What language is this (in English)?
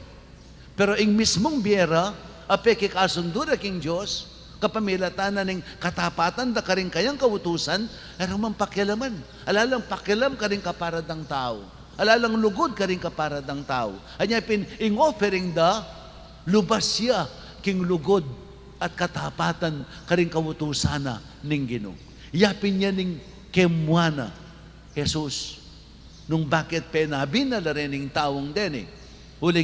Pampanga